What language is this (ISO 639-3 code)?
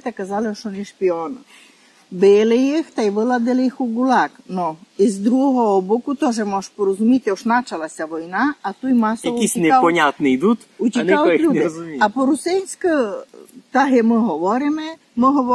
rue